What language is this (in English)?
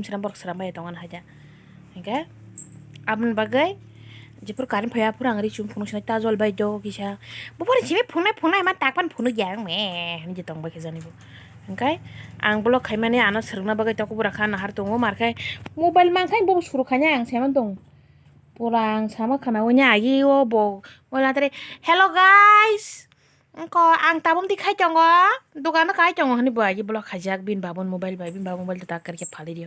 Kok Borok